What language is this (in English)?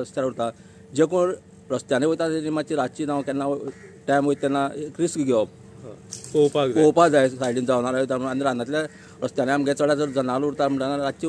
Konkani